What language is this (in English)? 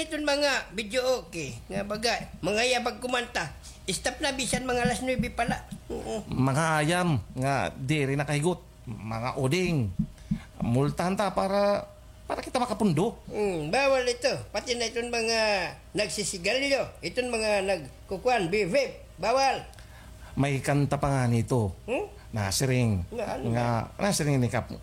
Waray